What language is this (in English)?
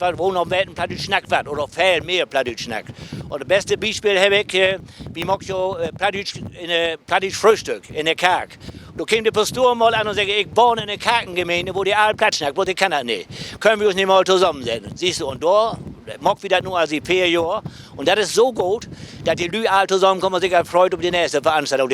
Low German